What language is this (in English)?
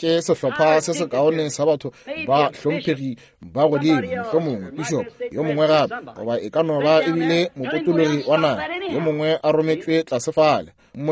Northern Sotho